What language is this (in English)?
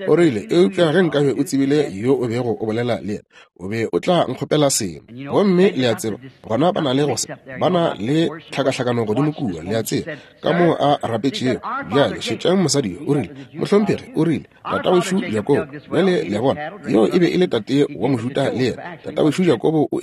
Northern Sotho